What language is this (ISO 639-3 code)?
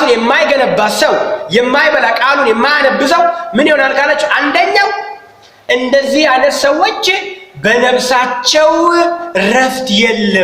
amh